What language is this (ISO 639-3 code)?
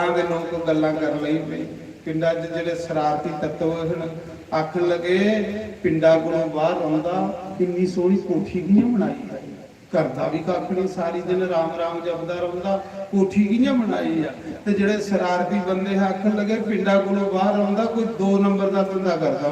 doi